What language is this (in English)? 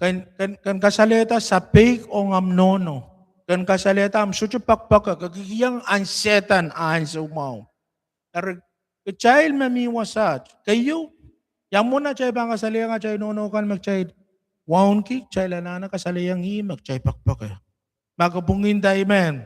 Pohnpeian